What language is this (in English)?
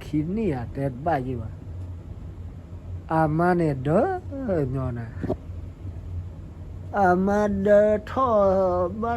S'gaw Karen